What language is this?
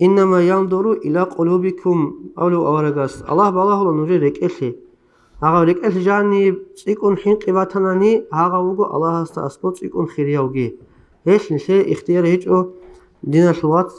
Avaric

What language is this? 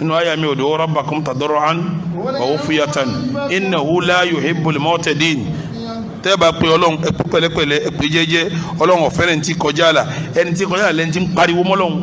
Yoruba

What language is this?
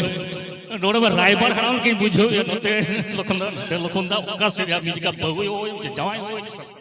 Santali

